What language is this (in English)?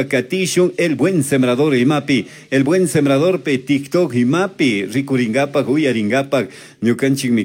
Chimborazo Highland Quichua